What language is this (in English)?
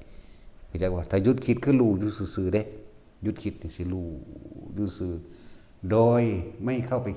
Northeastern Thai